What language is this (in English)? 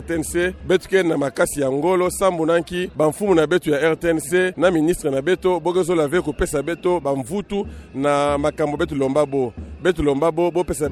Kituba (Democratic Republic of Congo)